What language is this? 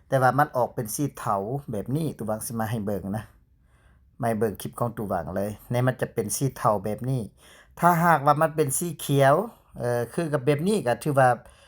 Lao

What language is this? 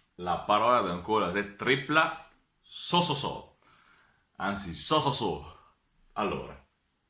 Venetian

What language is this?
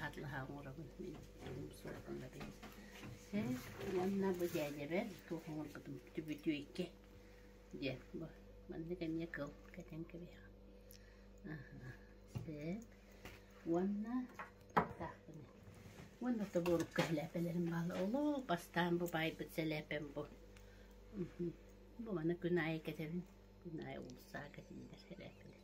Yakut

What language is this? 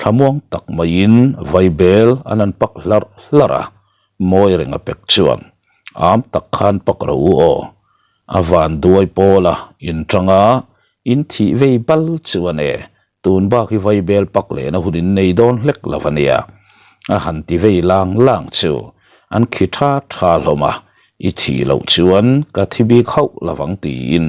Mizo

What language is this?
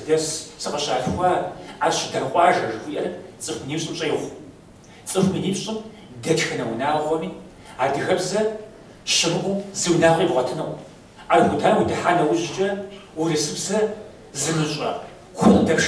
Kabardian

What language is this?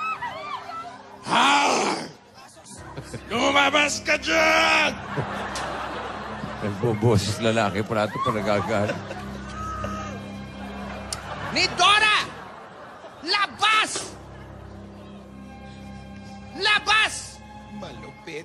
Filipino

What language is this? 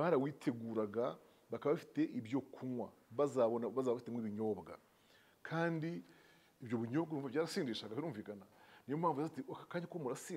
Kinyarwanda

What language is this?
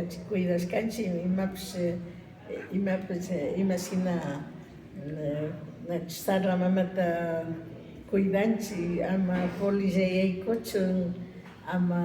Imbabura Highland Quichua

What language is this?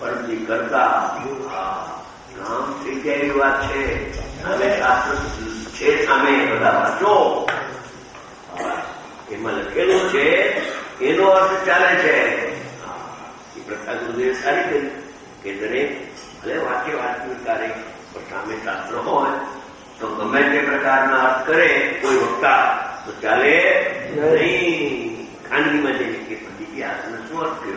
Gujarati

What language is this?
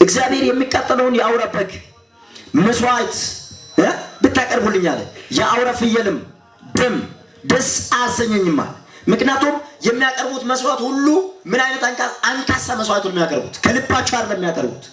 Amharic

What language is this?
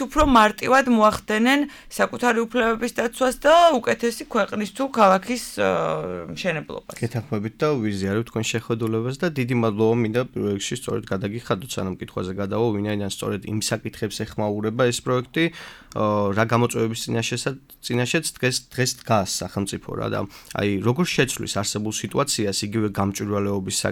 Georgian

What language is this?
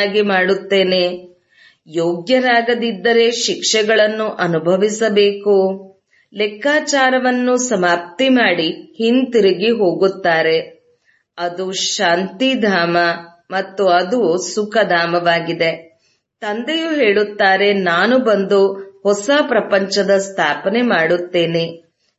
Kannada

